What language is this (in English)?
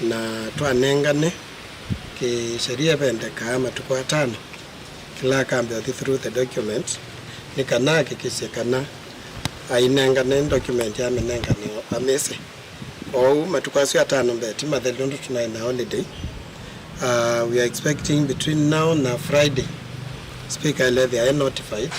Kamba